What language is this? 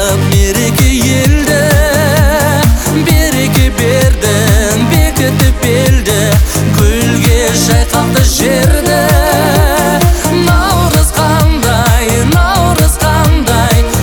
Kazakh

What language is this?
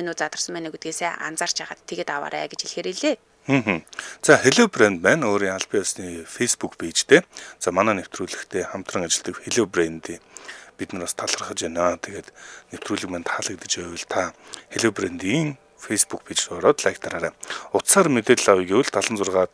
Mongolian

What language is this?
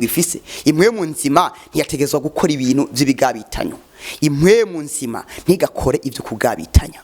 Rundi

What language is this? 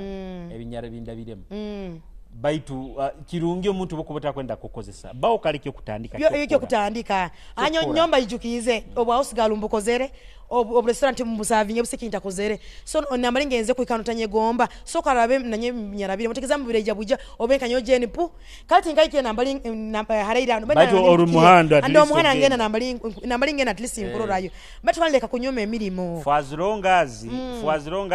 Nyoro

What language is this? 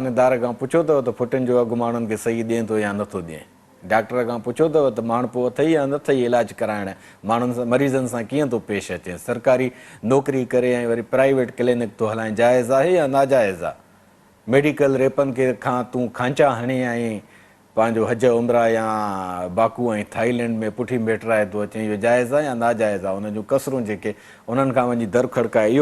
Sindhi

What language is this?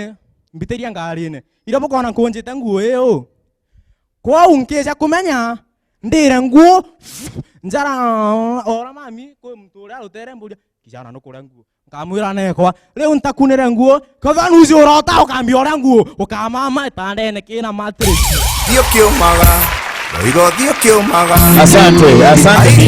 Meru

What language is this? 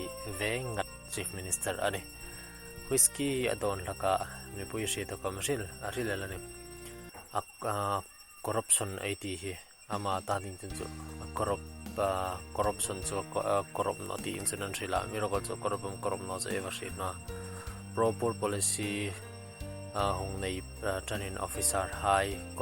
Hmar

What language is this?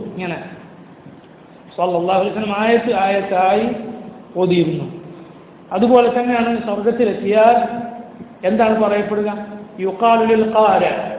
Malayalam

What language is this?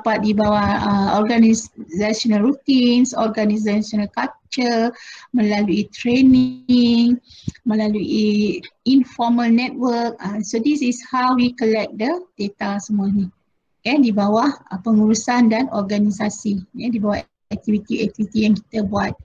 Malay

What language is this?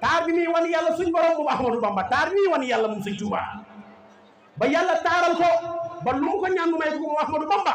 Wolof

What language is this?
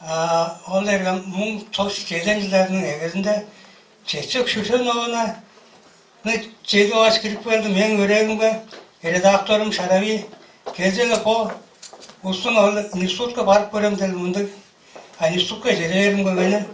Tuvinian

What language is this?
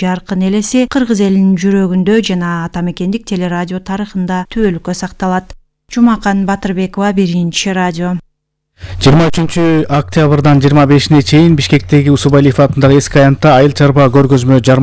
Kyrgyz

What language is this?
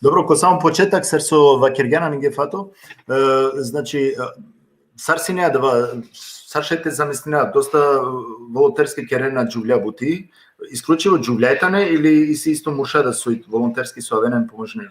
Balkan Romani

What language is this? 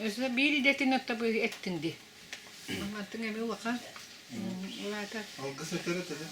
Yakut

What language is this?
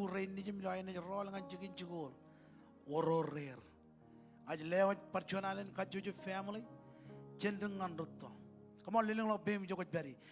Marshallese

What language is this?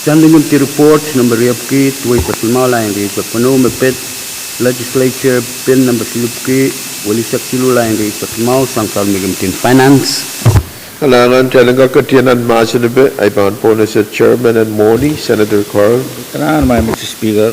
Pohnpeian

